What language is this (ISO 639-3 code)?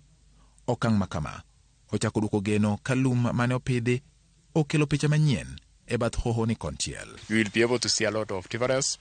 luo